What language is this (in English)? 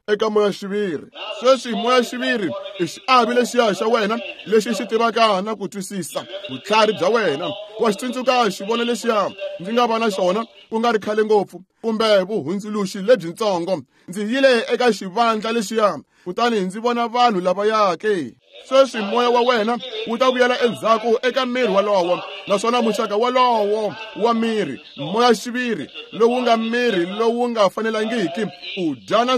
Tsonga